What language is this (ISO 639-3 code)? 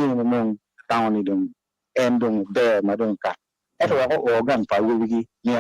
ach